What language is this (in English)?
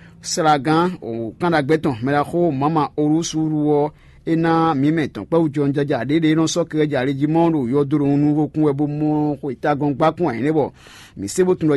Fon